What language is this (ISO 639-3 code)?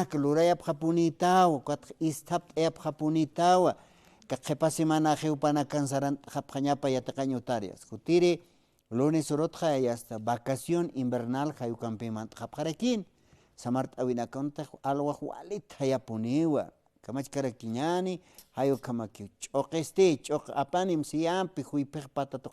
aym